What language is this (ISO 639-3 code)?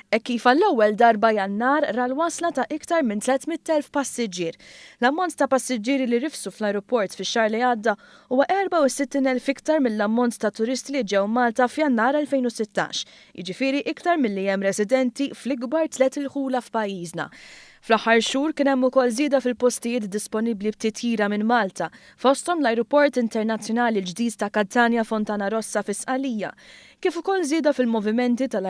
mlt